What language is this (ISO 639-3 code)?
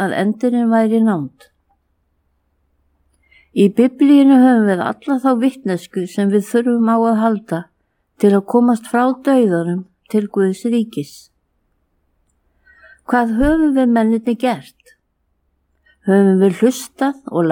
isl